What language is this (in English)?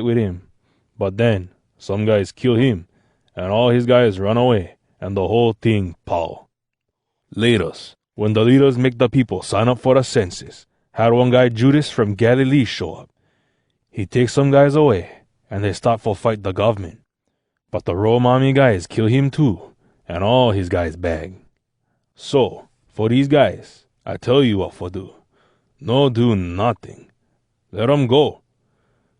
Hawai'i Creole English